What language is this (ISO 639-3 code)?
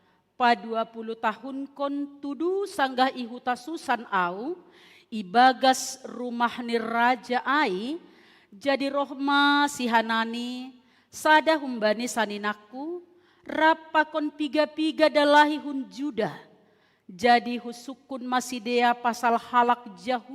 bts